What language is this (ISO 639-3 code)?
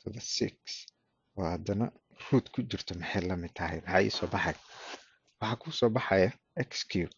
som